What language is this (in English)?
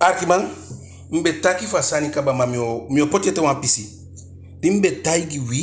Eastern Maroon Creole